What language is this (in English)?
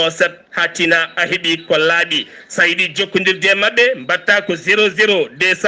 Fula